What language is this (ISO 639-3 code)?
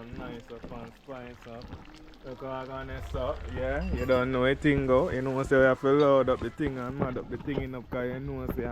jam